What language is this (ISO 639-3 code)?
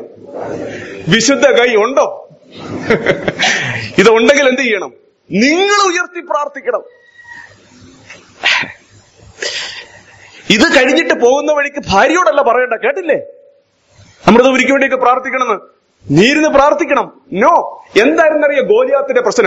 mal